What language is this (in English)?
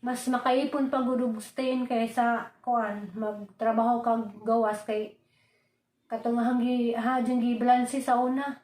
Cebuano